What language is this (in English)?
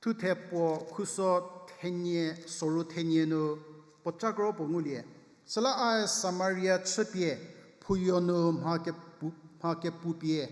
Angami Naga